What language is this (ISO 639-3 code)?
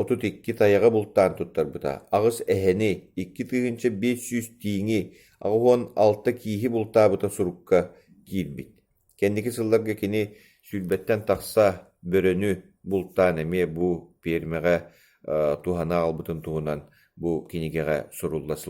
sah